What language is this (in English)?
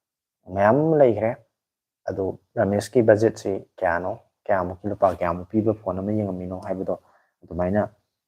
Manipuri